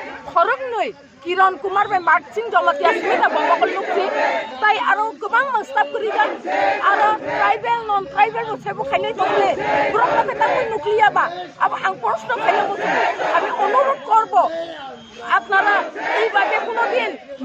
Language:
Kok Borok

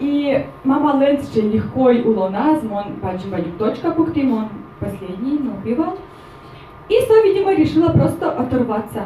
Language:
Udmurt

